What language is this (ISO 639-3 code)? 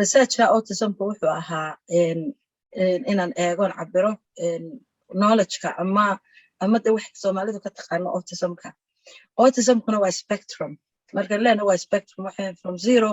som